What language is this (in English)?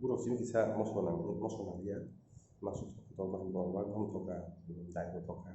Kok Borok